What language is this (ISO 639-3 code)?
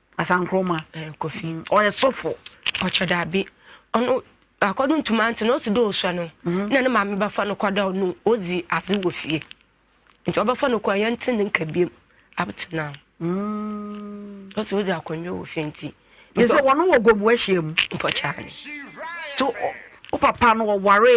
aka